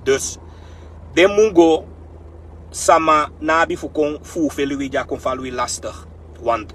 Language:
Sranan Tongo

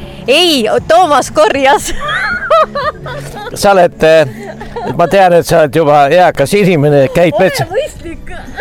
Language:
Estonian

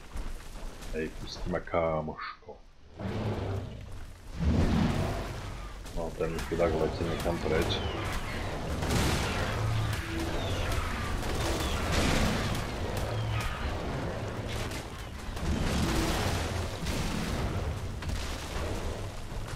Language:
Slovak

